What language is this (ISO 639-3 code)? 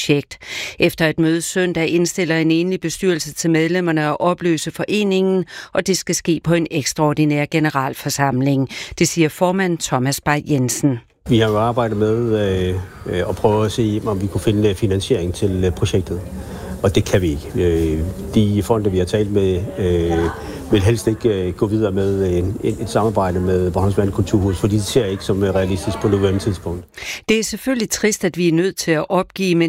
dan